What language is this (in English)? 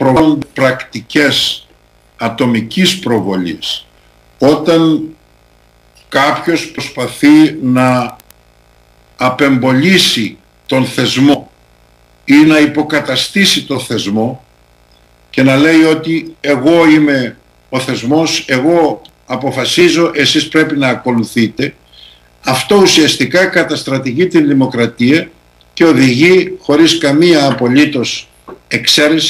Greek